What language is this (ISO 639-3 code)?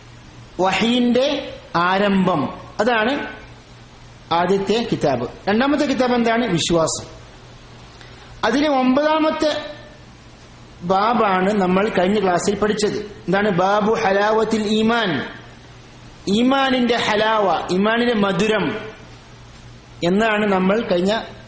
mal